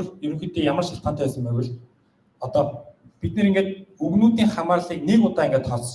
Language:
Mongolian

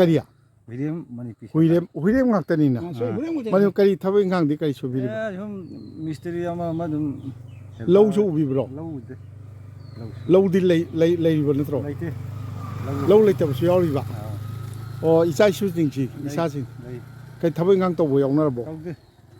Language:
Manipuri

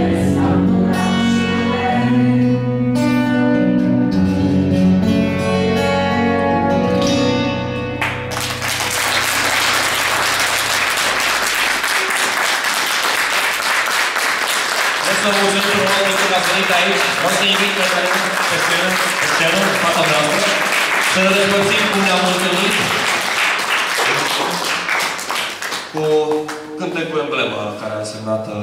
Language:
Romanian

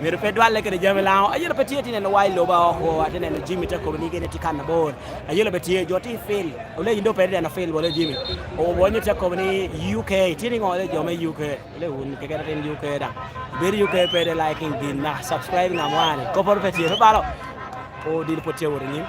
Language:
Lango (Uganda)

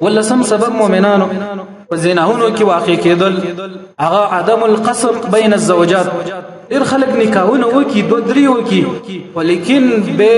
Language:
Pashto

